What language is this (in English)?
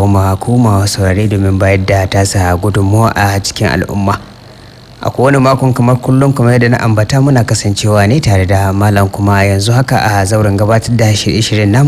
Hausa